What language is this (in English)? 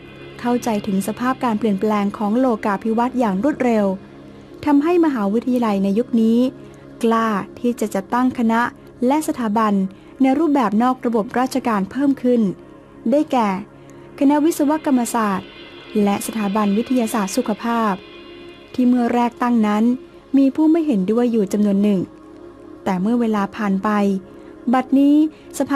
Thai